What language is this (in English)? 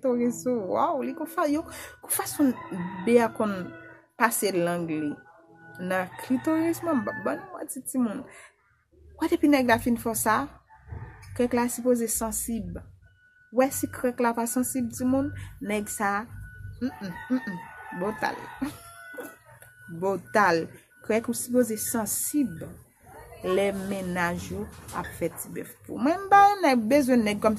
Haitian Creole